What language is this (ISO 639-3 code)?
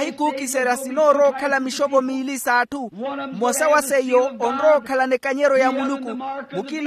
vmw